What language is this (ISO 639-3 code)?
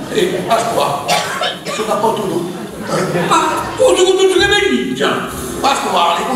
srd